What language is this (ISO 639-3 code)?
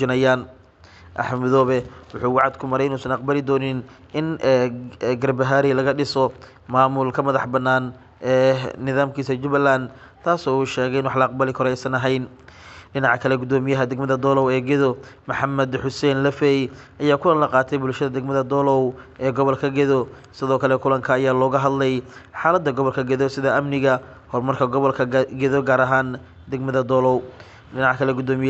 som